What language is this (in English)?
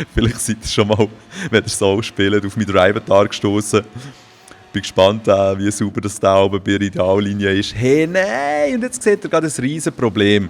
Swiss German